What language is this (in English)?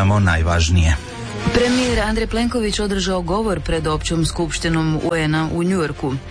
Croatian